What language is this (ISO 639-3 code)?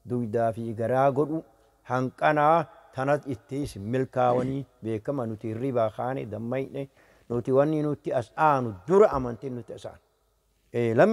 orm